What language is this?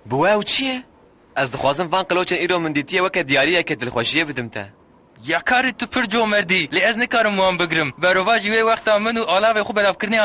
Kurdish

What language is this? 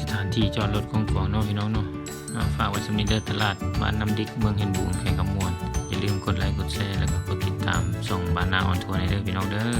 Lao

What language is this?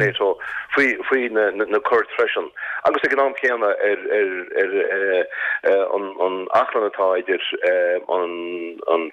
Irish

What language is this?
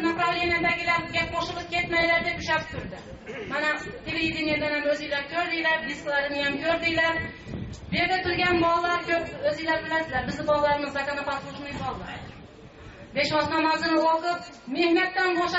Uzbek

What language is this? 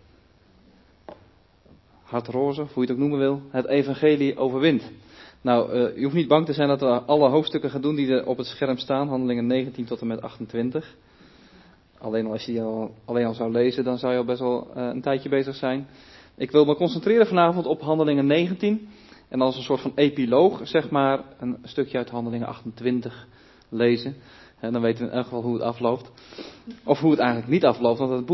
Dutch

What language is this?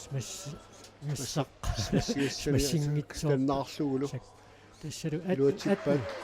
Kalaallisut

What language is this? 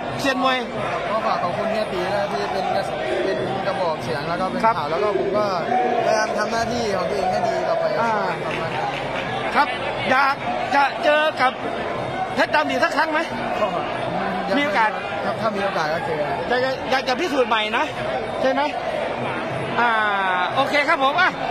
Thai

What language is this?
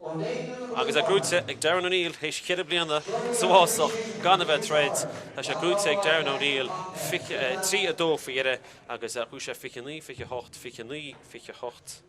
Irish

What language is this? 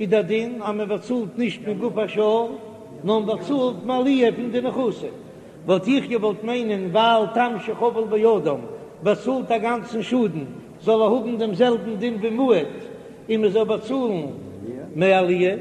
Yiddish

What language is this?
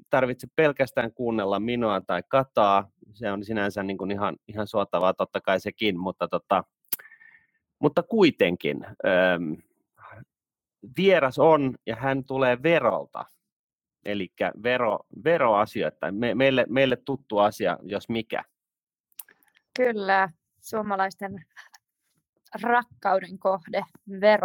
Finnish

